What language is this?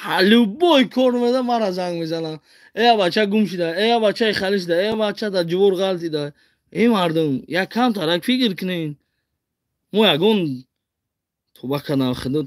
Tajik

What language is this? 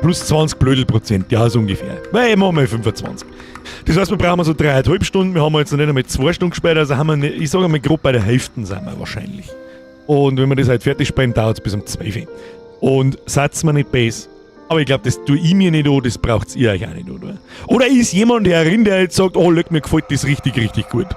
Bavarian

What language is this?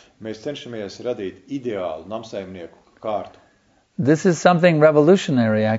Latvian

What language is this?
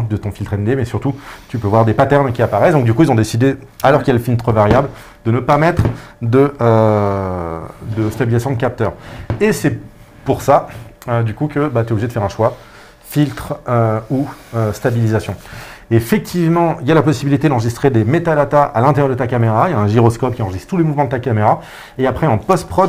French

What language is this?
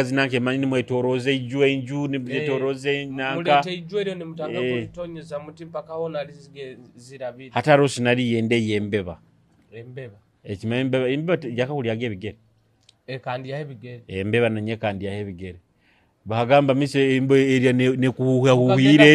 Nyoro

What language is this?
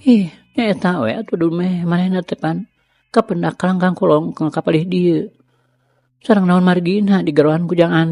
Sundanese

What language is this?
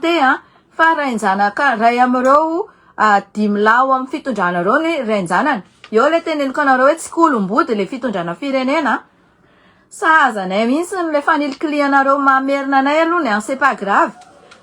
Malagasy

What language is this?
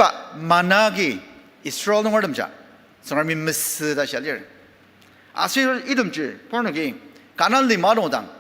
Ao Naga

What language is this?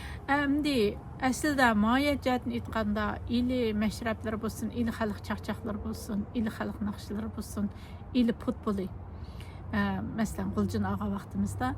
Uyghur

